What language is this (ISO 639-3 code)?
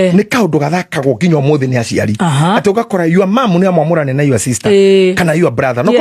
kik